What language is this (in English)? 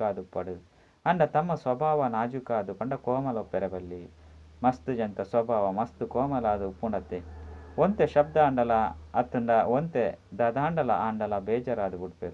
Tulu